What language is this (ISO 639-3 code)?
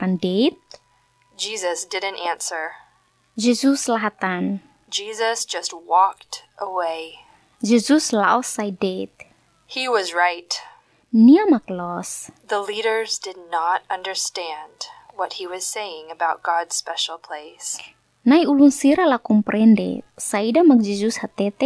tet